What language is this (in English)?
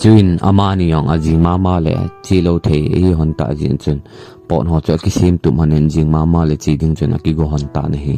Thado Chin